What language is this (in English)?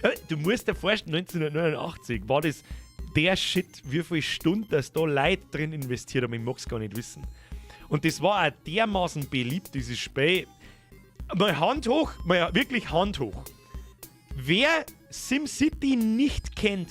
Bavarian